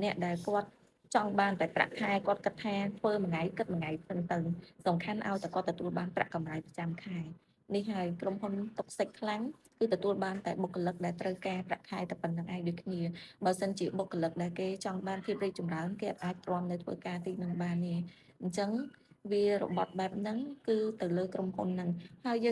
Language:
Khmer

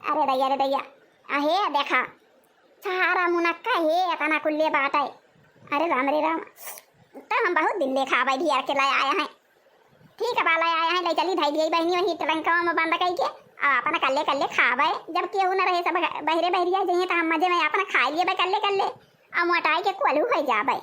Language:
Awadhi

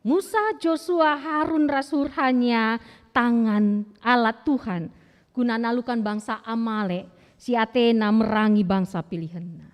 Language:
Batak Karo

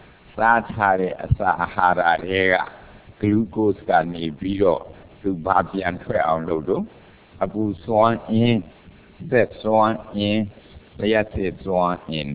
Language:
Burmese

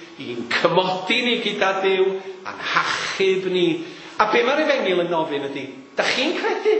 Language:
Welsh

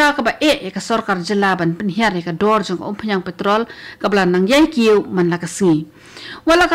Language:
Khasi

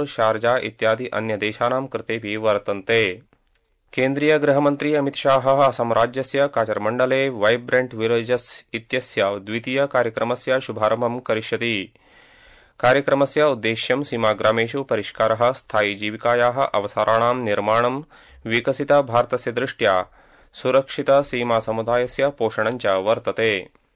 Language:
Sanskrit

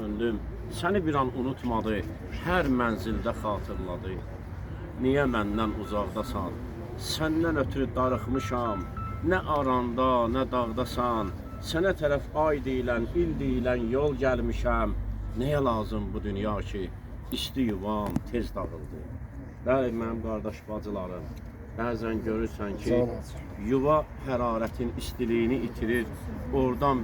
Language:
Azerbaijani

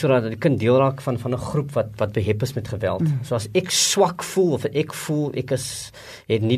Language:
Afrikaans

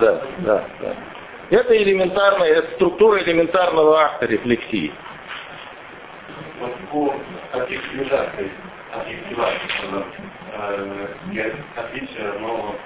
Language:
Russian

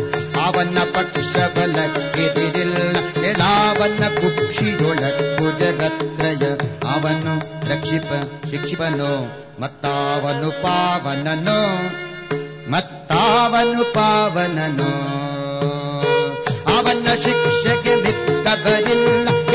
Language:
Kannada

